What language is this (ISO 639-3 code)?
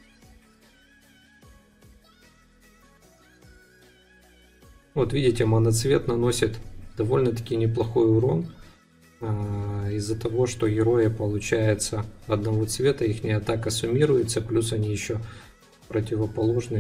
rus